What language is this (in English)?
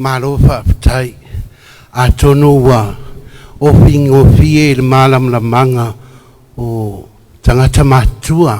Samoan